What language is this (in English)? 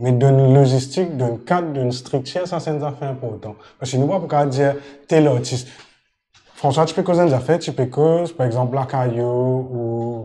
Morisyen